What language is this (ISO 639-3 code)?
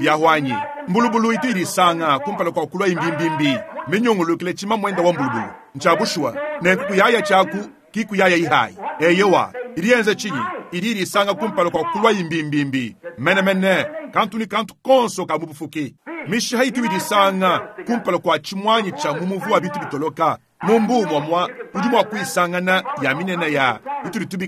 lua